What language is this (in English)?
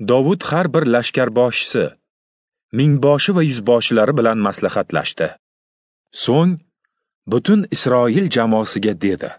Uzbek